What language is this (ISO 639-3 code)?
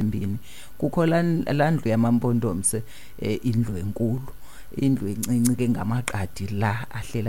xho